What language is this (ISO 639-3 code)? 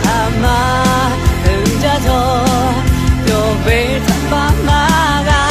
lhu